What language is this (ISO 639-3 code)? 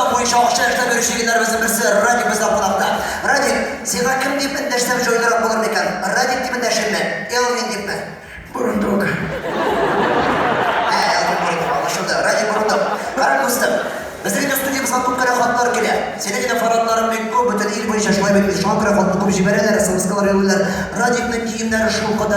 tat